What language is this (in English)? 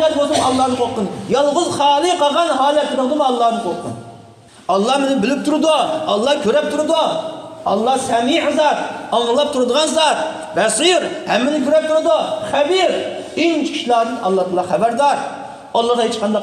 Uyghur